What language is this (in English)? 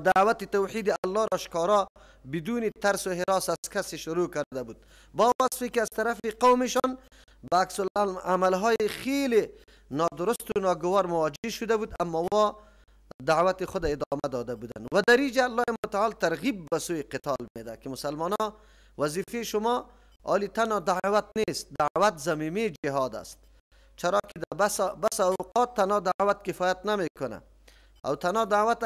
Persian